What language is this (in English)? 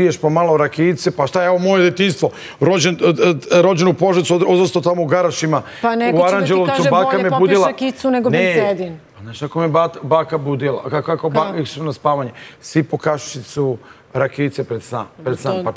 Serbian